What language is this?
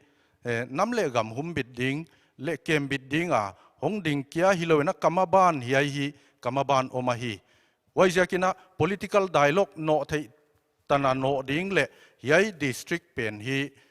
Paite Chin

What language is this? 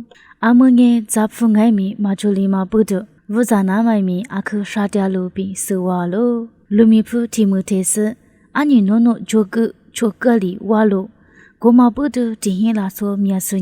Lisu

